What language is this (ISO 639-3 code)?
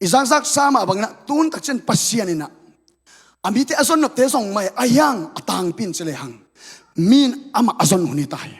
ctd